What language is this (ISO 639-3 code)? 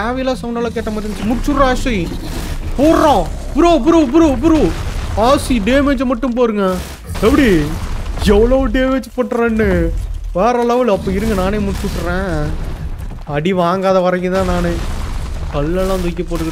tam